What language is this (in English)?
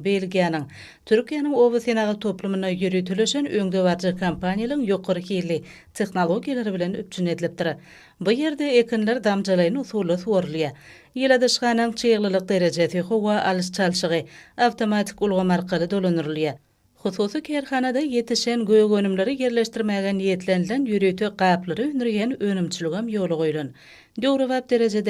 Turkmen